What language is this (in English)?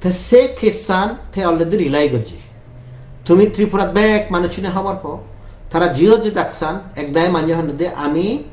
Chakma